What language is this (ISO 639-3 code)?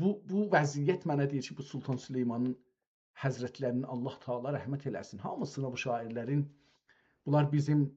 azb